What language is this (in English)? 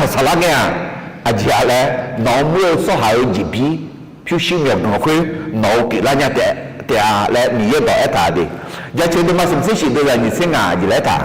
Akha